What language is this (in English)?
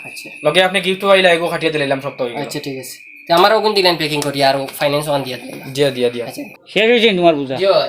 Sylheti